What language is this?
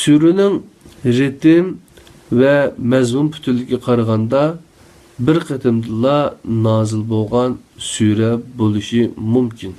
Uyghur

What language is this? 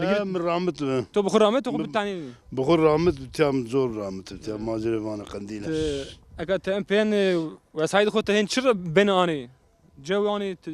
Zaza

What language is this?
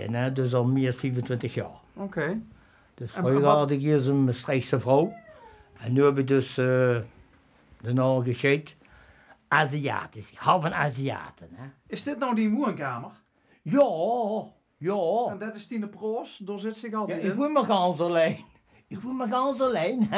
Limburgish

